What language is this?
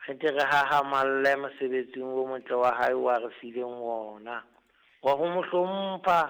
Southern Sotho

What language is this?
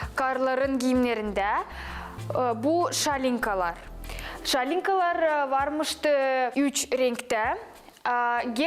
Gagauz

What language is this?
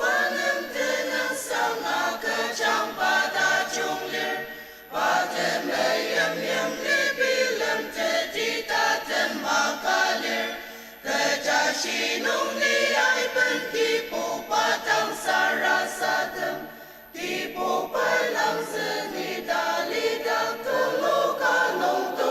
Ao Naga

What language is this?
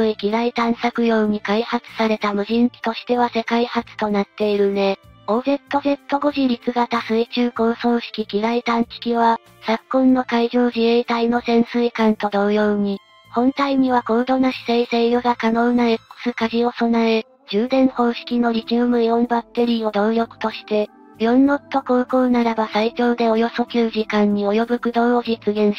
Japanese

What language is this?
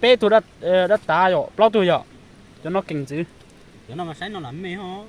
Hmong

